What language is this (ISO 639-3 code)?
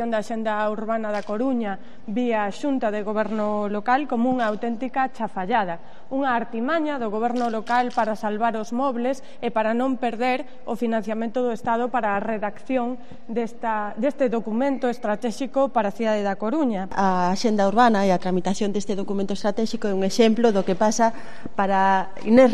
glg